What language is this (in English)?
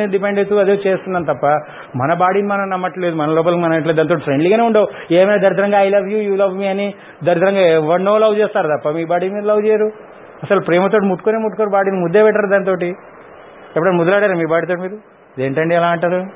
Telugu